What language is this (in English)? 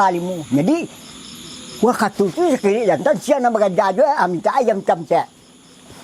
Minangkabau